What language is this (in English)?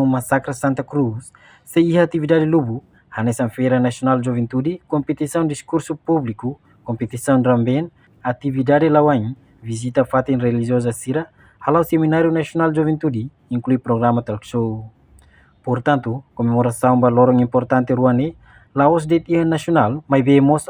Tetum